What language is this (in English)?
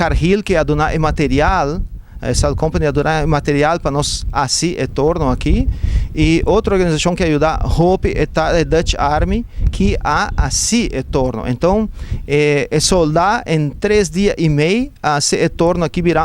Papiamento